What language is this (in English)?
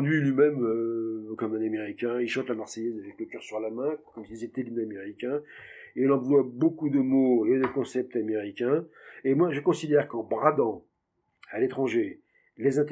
French